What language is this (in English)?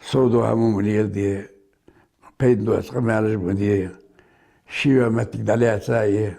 Ingush